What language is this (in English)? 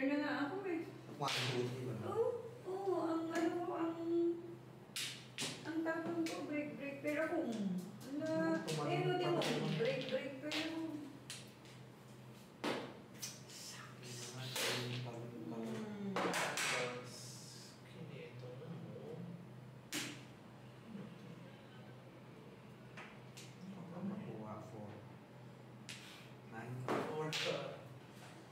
Filipino